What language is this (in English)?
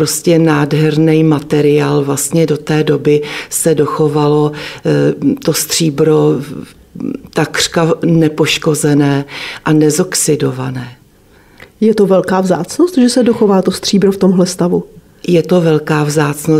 Czech